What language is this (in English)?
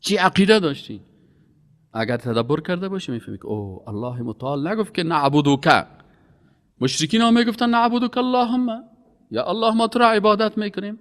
Persian